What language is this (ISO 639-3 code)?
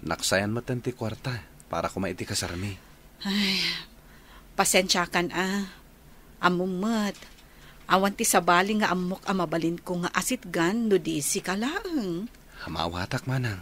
ilo